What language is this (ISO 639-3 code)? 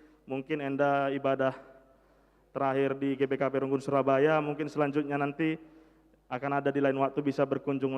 btx